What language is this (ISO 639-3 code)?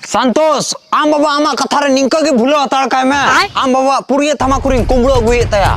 sat